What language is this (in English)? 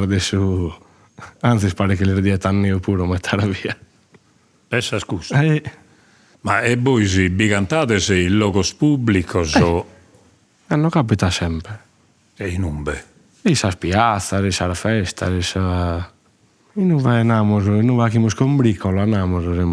Sardinian